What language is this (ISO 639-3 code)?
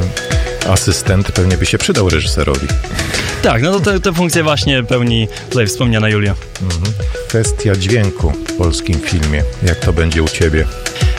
pol